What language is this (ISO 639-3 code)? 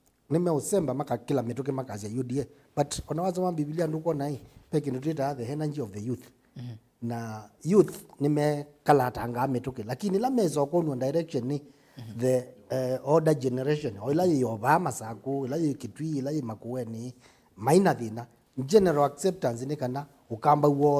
kam